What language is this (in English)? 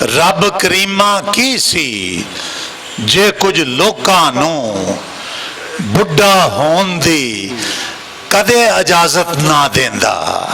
Western Panjabi